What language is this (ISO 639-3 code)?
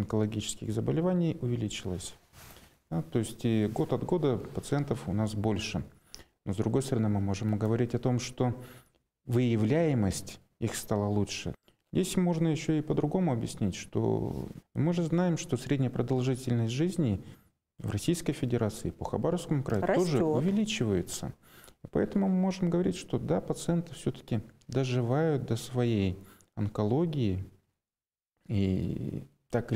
rus